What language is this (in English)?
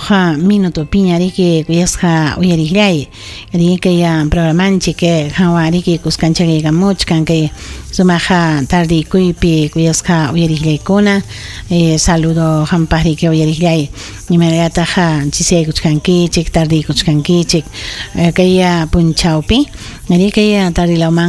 Ayacucho Quechua